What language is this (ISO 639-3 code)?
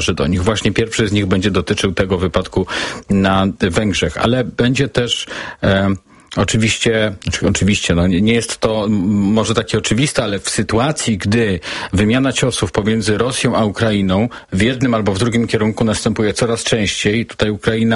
pol